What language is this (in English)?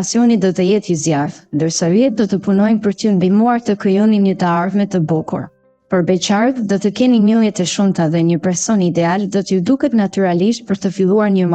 Albanian